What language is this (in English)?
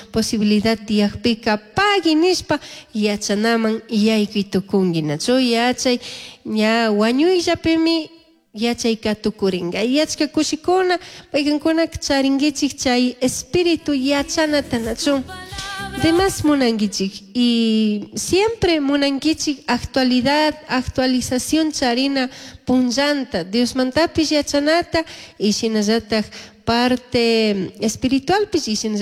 Chimborazo Highland Quichua